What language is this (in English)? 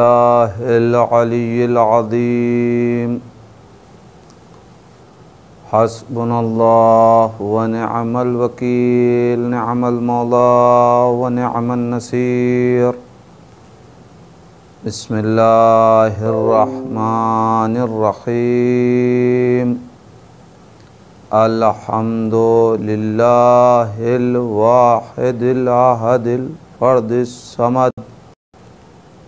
Urdu